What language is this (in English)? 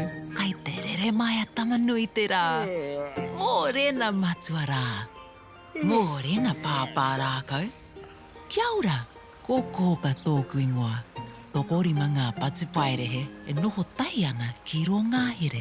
Māori